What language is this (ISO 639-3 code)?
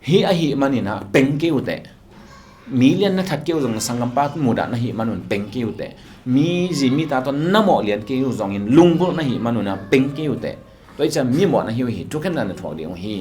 ctd